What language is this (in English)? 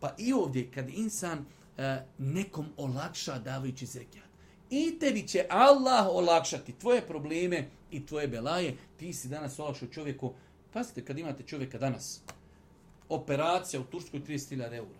Bosnian